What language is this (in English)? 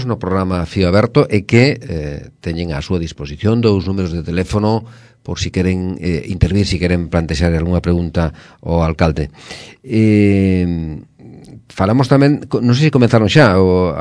Galician